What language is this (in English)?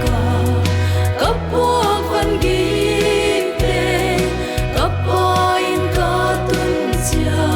Paite Chin